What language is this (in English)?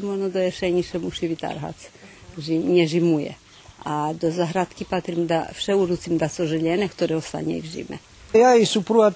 Rusyn